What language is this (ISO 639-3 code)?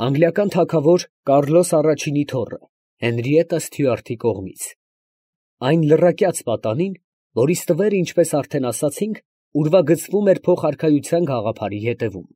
hye